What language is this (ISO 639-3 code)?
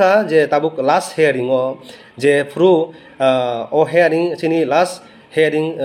ria